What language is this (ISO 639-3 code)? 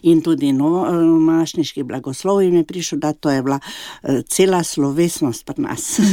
slv